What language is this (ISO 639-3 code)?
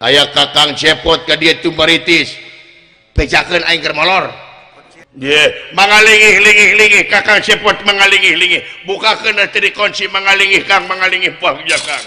sun